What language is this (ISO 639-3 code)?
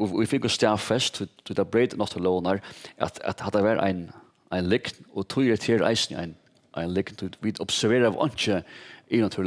fao